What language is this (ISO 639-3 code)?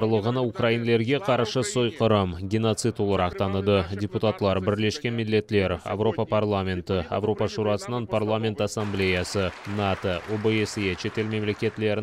crh